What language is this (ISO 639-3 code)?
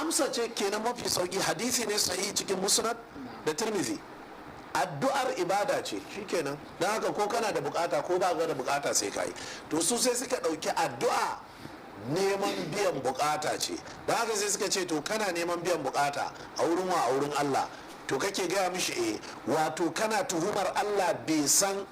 hau